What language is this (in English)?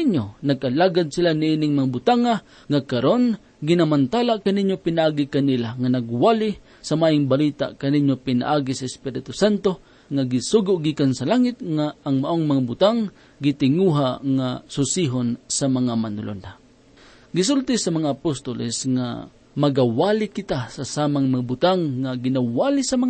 Cebuano